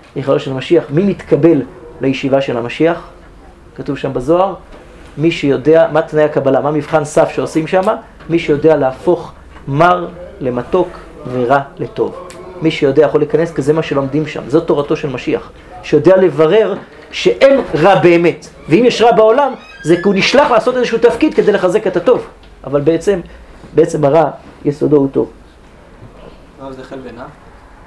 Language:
Hebrew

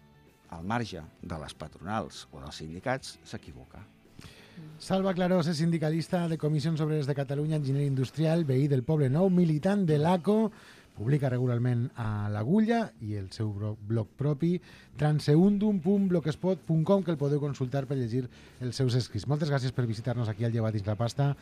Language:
Catalan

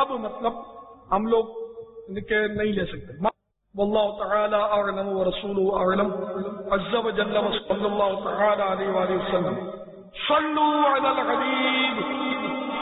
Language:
Urdu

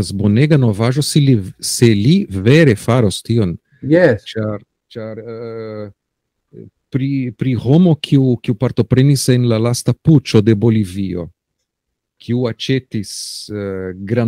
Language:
Esperanto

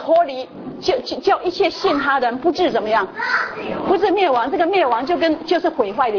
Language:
Chinese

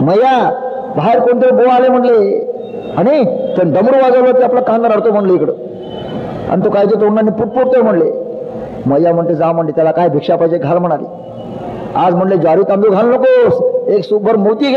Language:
Marathi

